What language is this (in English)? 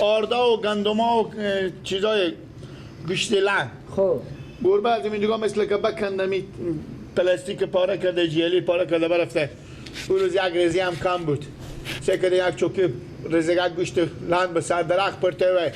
Persian